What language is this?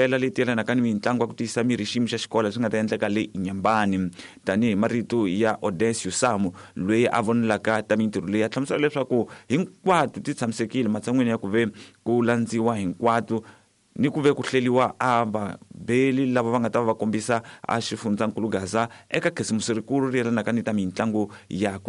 Tsonga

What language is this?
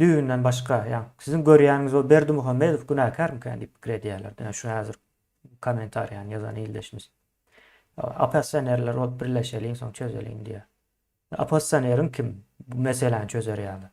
Turkmen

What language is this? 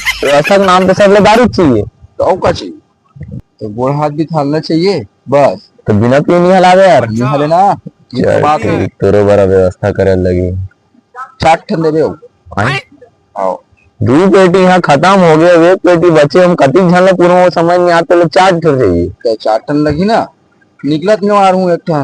Chhattisgarhi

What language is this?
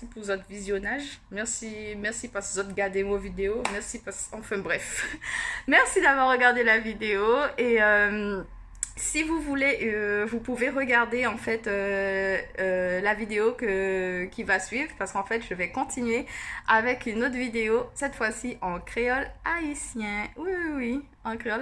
Guianese Creole French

